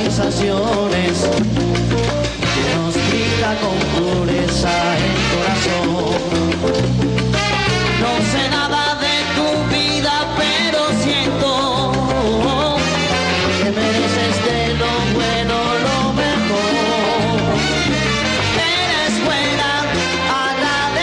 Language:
Spanish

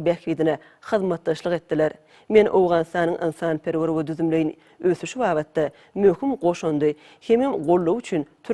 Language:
Turkmen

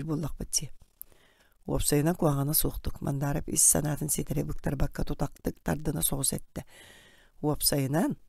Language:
Yakut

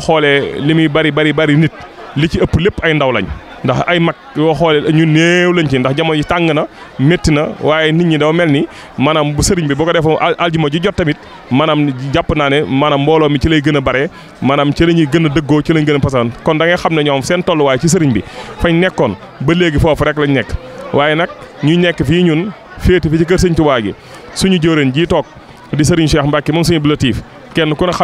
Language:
Wolof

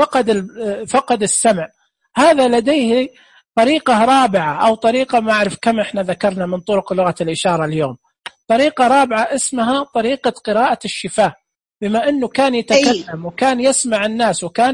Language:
Najdi Arabic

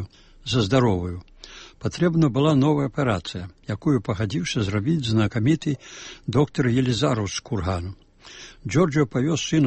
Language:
Belarusian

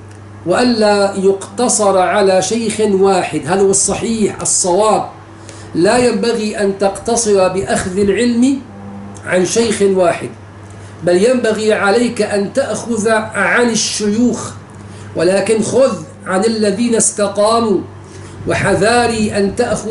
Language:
Arabic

